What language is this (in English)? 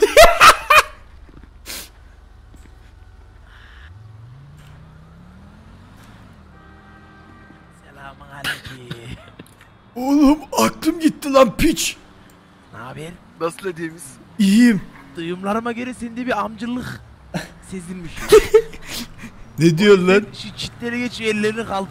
Turkish